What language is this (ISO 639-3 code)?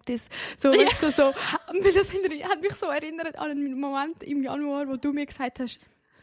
gsw